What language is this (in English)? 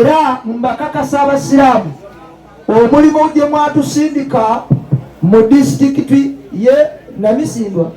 Ganda